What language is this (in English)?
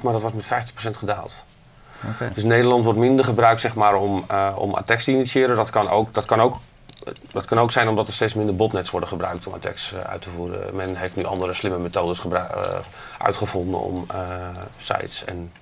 Dutch